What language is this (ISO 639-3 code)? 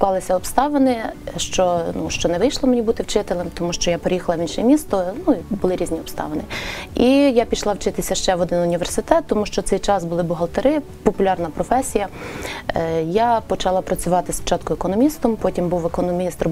ukr